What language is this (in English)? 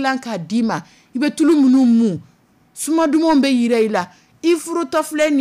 Dyula